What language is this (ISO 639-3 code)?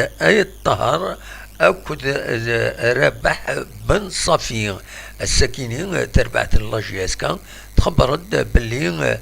kab